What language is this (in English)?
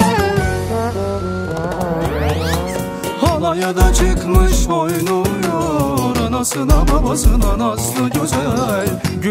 Turkish